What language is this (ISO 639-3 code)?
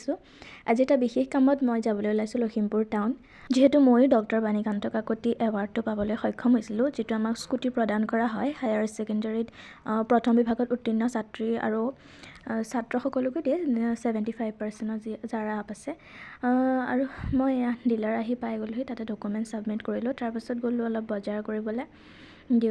asm